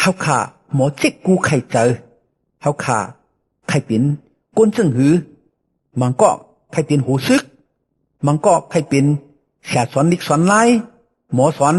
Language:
Shan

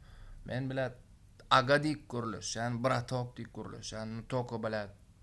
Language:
Turkmen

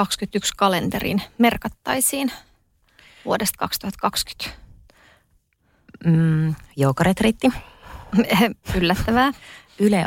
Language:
Finnish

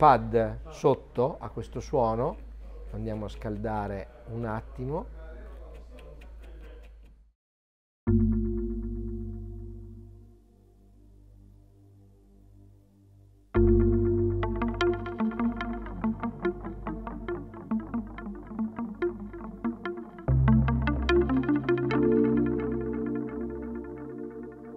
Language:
Italian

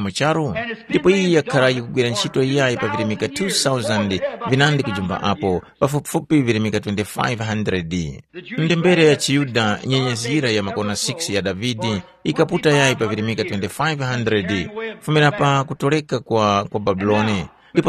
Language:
Tumbuka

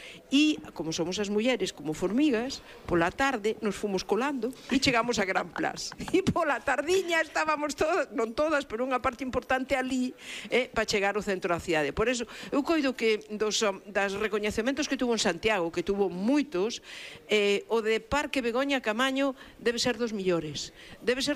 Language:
Galician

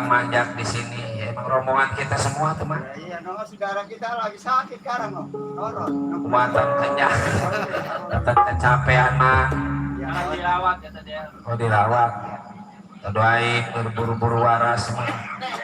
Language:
Betawi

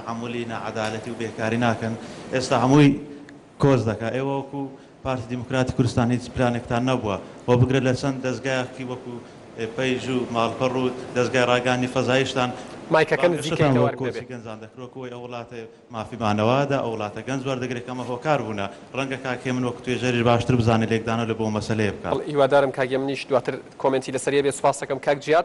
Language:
Central Kurdish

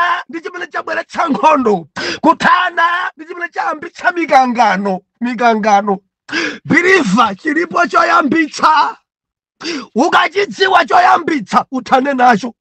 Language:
Nyanja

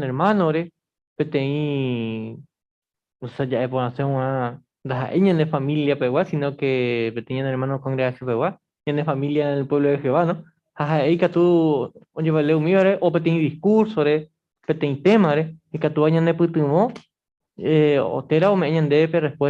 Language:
Guarani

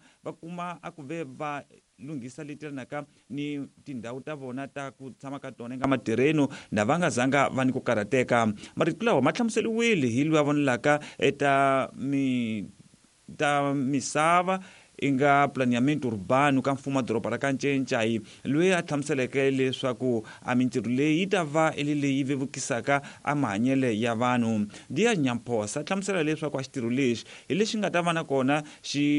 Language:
Tsonga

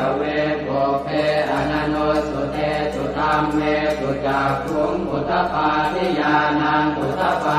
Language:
Pali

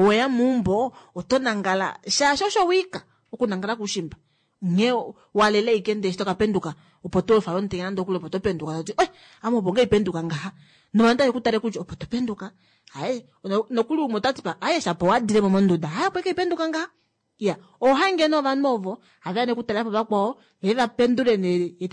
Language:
Kuanyama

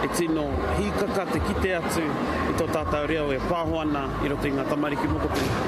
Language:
Māori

